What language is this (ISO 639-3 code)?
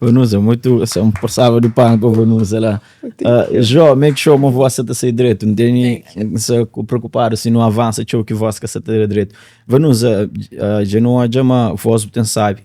kea